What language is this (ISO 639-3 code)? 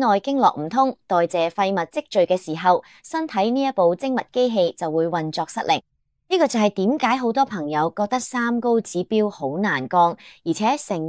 yue